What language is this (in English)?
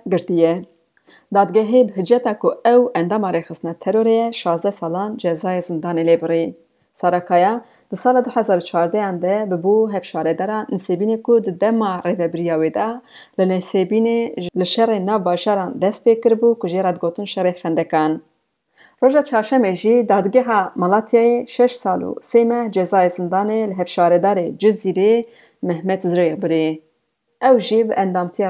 Kurdish